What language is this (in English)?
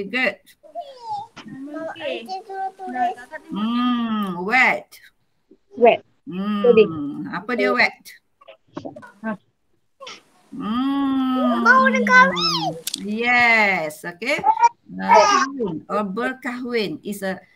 Malay